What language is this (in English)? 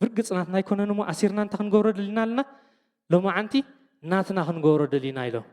Tigrinya